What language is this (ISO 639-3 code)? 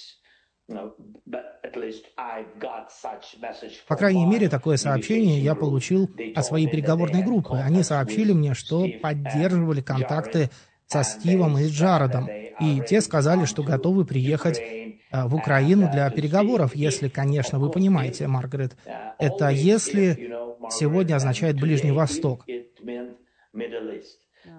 rus